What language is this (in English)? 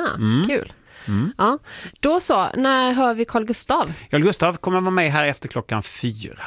Swedish